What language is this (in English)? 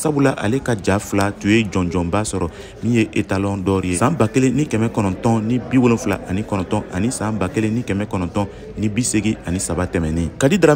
Bambara